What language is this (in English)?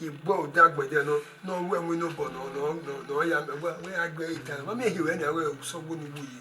Bini